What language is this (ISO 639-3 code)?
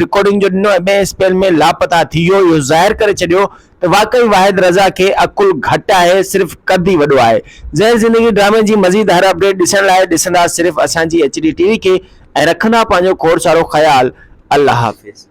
snd